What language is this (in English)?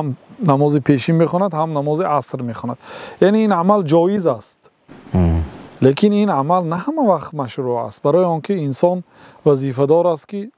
Tajik